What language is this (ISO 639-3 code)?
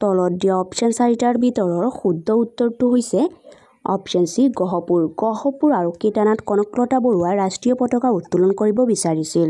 asm